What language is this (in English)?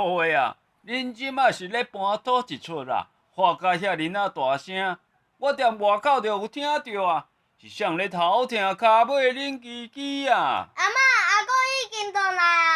Min Nan Chinese